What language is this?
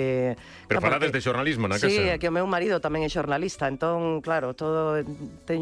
Galician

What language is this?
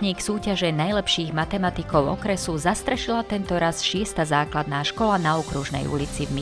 Slovak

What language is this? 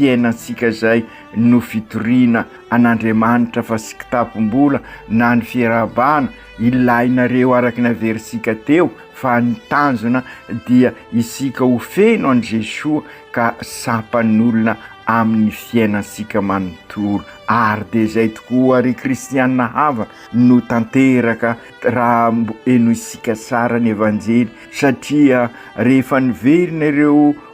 Malagasy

